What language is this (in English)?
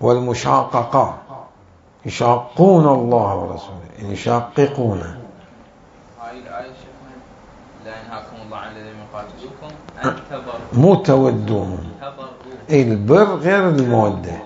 Mesopotamian Arabic